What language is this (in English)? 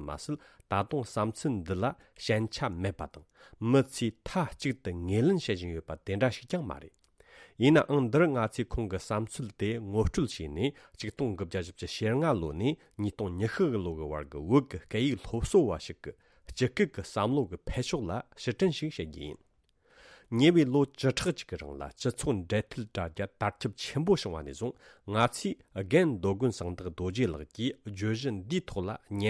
Tibetan